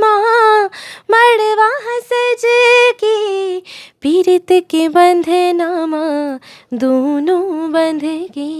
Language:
Chhattisgarhi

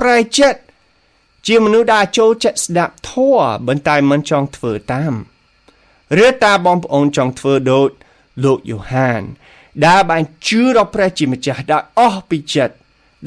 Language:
Khmer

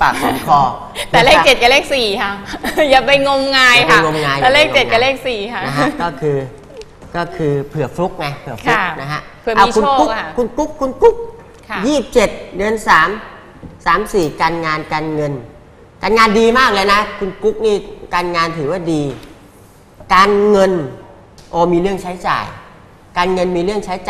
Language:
Thai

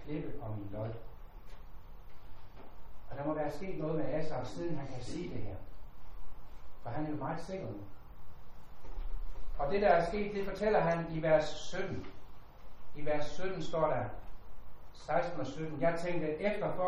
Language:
Danish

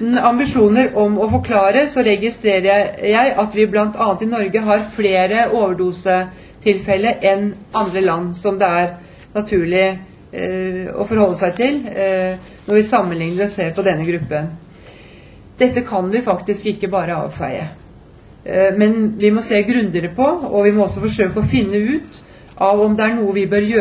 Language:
Norwegian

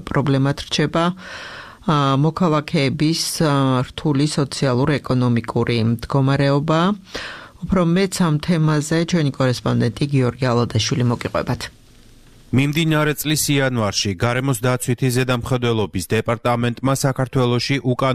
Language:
Georgian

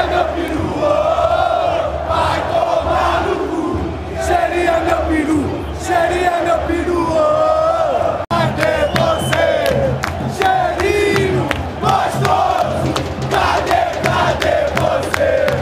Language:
Portuguese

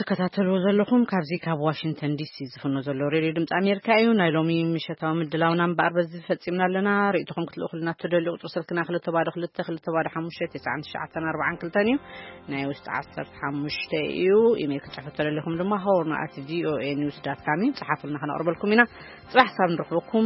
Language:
Tigrinya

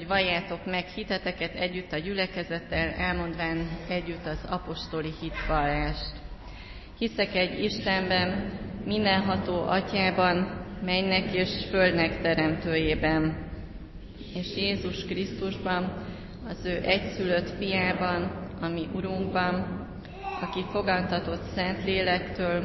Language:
Hungarian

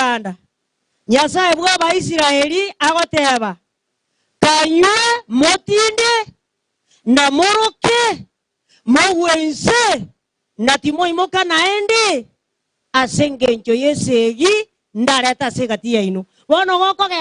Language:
Gusii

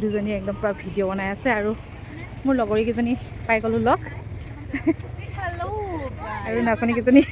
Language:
Assamese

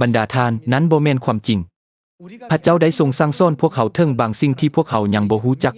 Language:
Lao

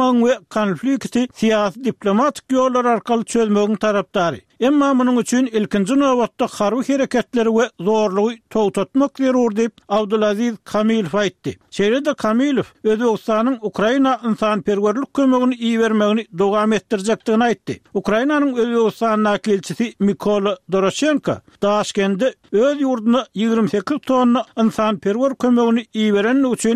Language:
Turkmen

